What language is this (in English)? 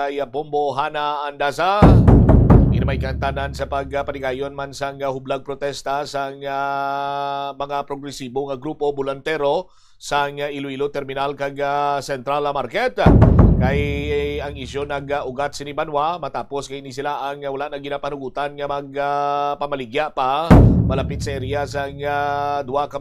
Hiligaynon